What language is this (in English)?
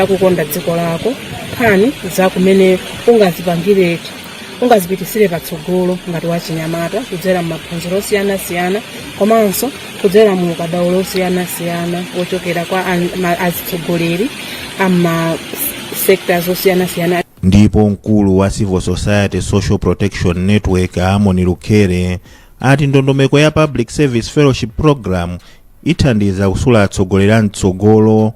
Nyanja